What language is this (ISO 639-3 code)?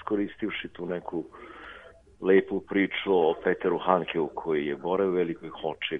srp